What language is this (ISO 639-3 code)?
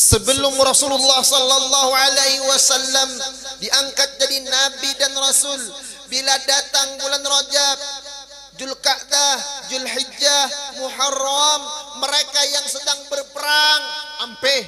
bjn